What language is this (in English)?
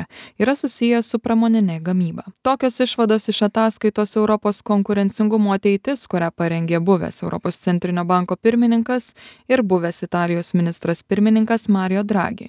Lithuanian